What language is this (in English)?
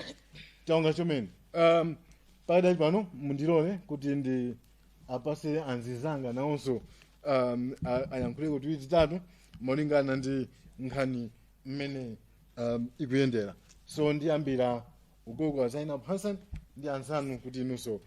Nyanja